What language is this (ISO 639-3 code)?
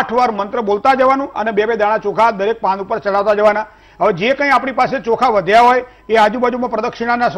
guj